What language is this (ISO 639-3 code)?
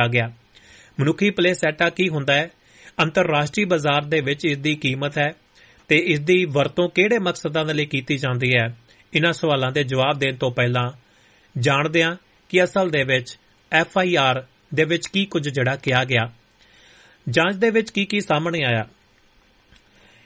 pan